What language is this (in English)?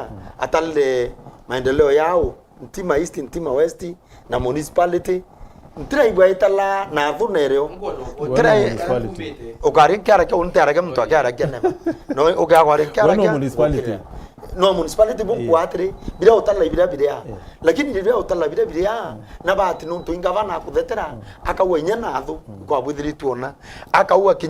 Meru